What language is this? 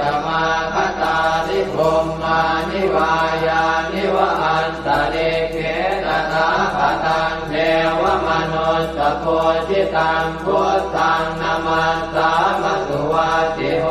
Pali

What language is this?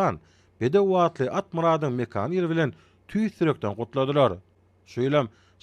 Turkmen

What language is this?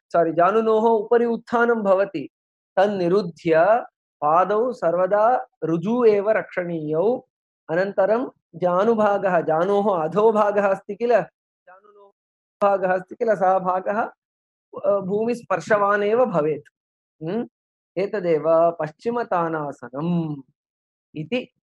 Sanskrit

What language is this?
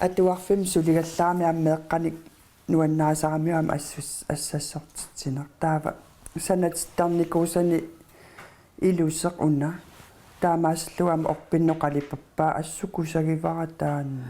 Kalaallisut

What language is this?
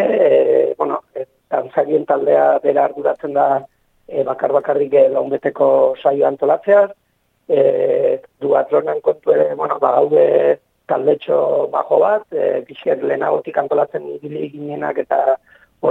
Basque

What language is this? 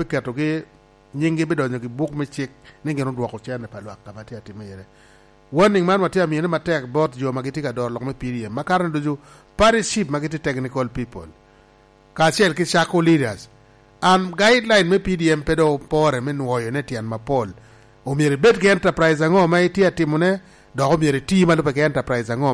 Lango (Uganda)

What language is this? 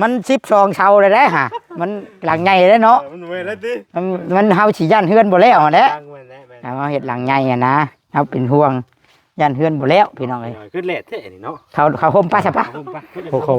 Northeastern Thai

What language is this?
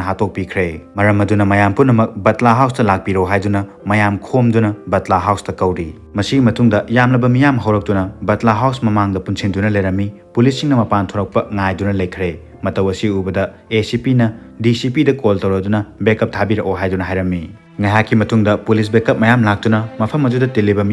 Manipuri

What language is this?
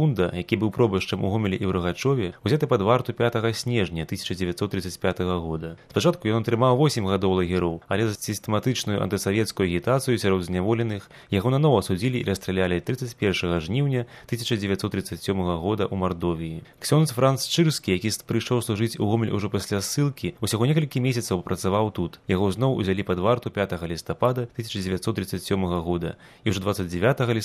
Belarusian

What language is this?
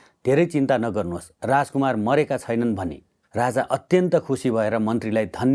Nepali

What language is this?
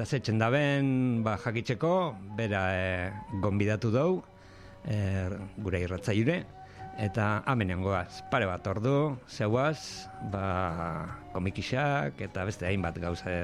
Basque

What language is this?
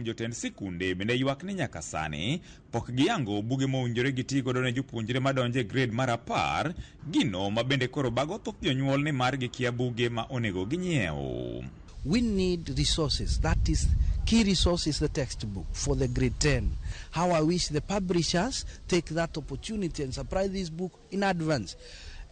Luo (Kenya and Tanzania)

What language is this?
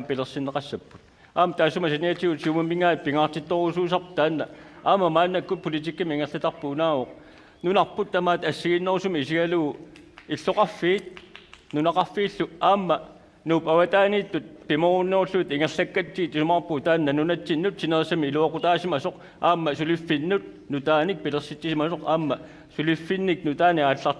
Kalaallisut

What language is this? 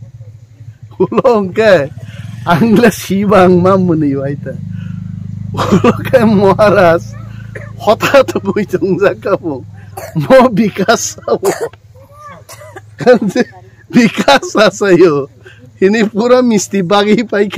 Kok Borok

